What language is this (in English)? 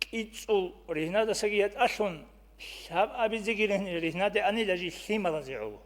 Avaric